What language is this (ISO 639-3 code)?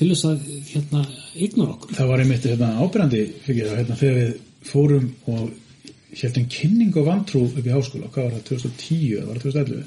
isl